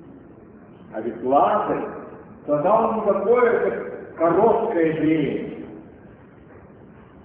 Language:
Russian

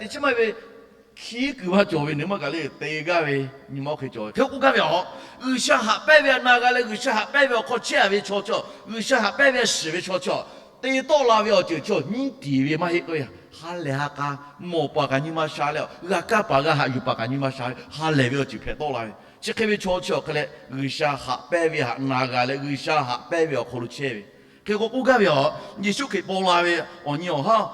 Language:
Lahu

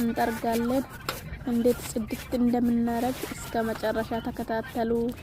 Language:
Amharic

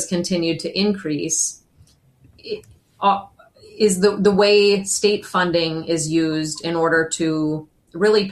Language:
English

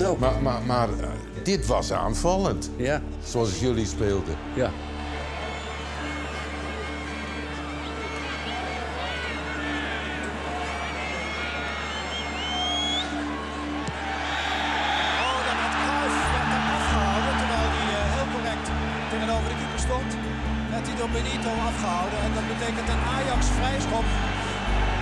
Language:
Dutch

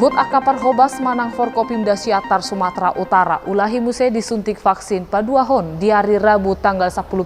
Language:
Batak Toba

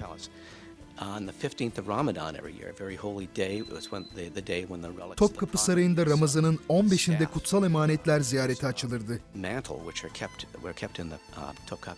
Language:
Turkish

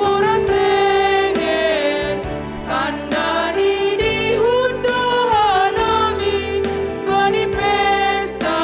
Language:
Batak Simalungun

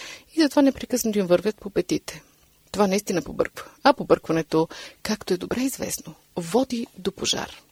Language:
Bulgarian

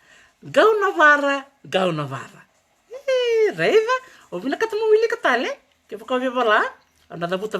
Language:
Fijian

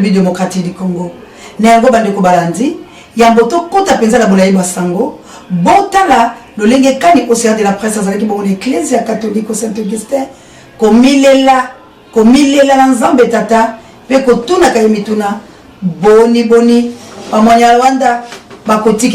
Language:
Lingala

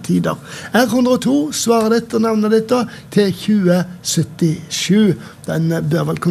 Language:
Norwegian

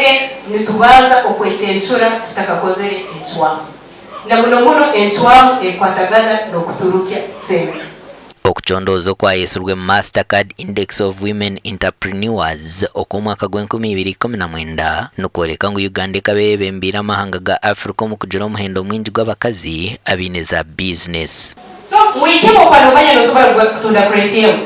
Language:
Nyankole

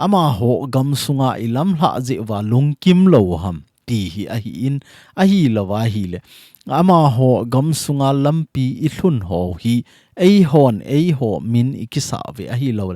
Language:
Thado Chin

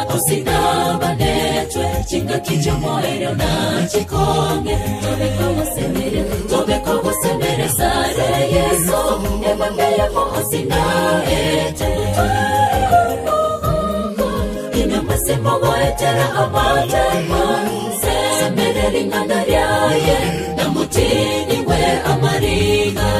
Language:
Gusii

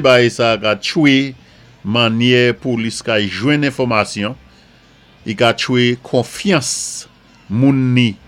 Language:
Saint Lucian Creole French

